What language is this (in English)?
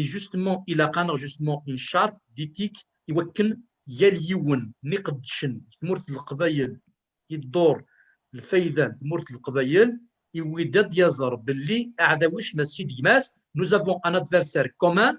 Kabyle